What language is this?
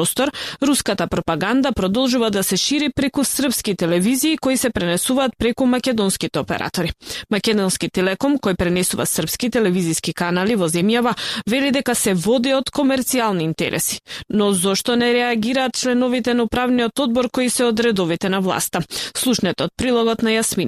Macedonian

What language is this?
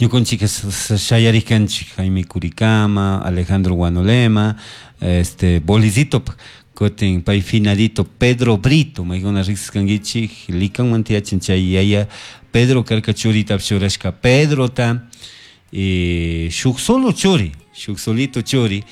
Chimborazo Highland Quichua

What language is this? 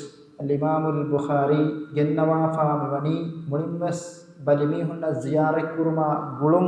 Divehi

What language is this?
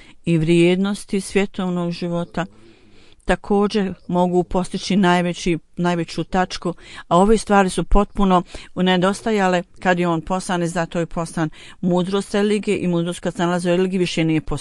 Bosnian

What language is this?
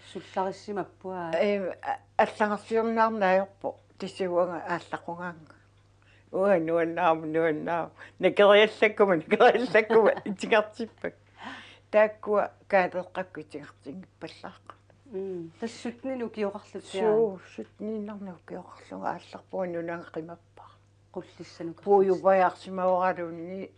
Kalaallisut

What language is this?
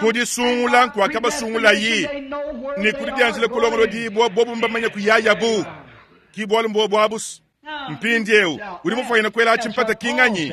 Luba-Lulua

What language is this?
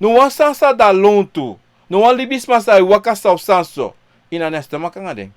Sranan Tongo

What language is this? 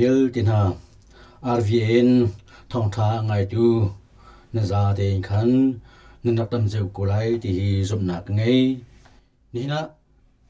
Hakha Chin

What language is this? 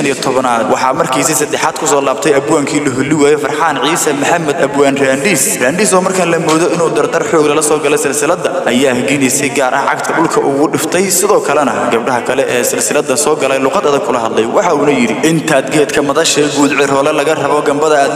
Somali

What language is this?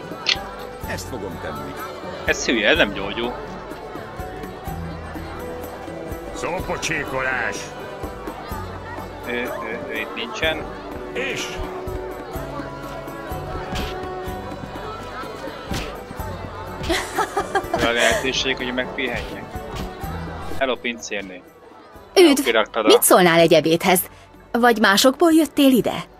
Hungarian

